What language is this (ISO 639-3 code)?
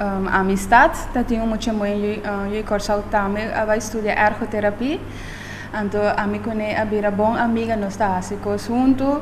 pap